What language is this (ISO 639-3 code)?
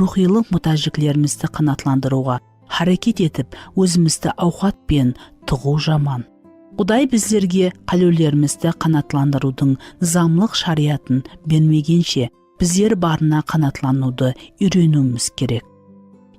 kaa